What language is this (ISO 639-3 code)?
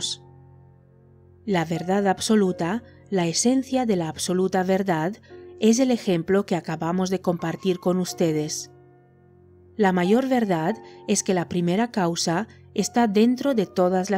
spa